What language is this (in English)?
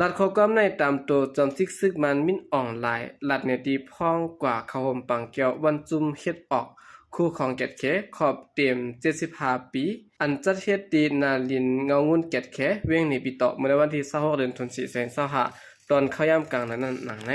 Shan